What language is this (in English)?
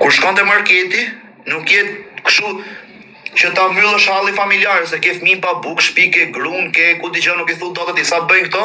Albanian